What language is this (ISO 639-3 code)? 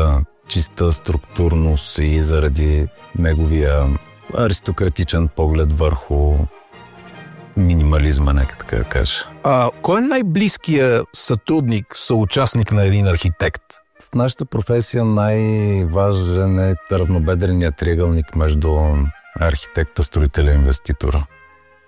bul